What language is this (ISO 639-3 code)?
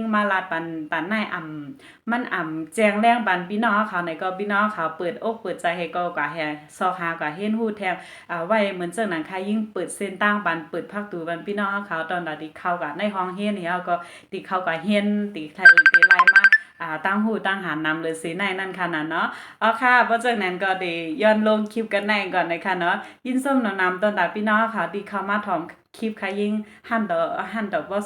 shn